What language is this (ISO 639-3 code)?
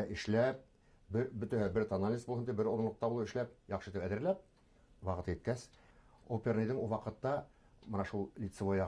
bak